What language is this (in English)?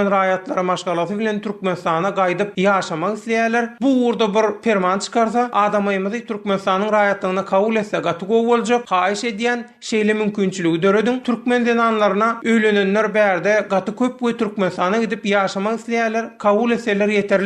Turkmen